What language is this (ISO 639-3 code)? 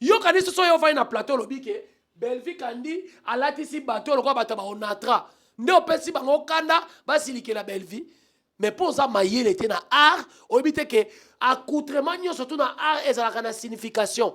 lin